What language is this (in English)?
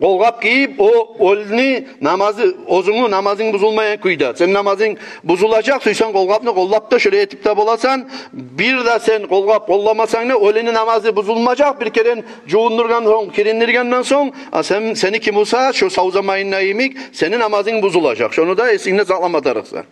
Kumyk